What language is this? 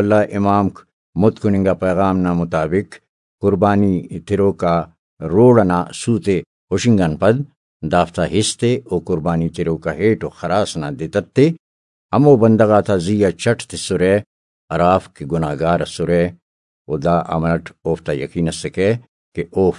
Brahui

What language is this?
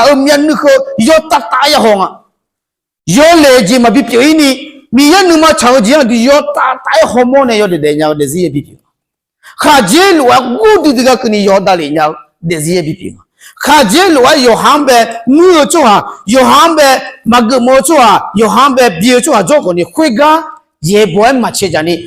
Akha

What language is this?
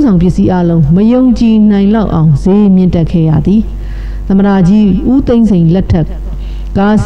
Burmese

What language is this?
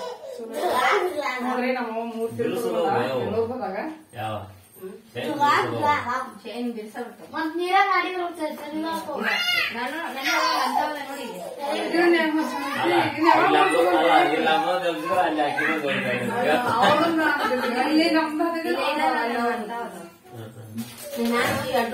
Kannada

